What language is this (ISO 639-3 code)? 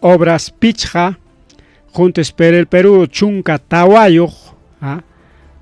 quy